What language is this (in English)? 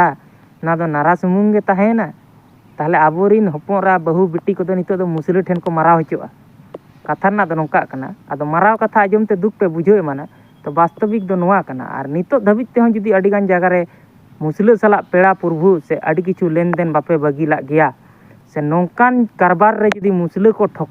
Santali